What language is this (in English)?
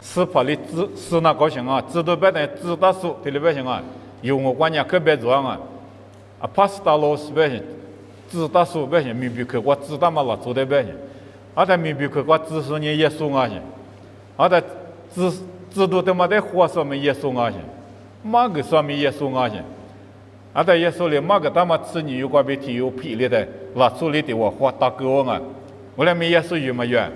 Lisu